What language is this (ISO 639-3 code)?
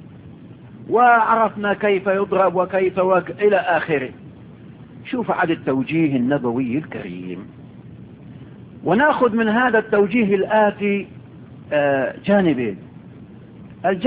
ara